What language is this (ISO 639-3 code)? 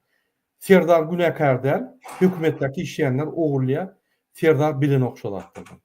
tuk